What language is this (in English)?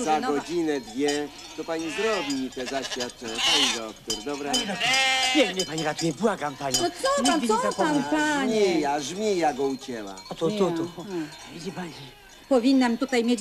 Polish